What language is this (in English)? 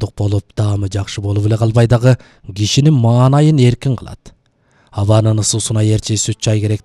Kyrgyz